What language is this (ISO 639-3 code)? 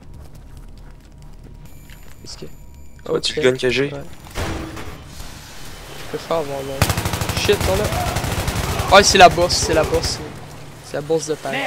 fra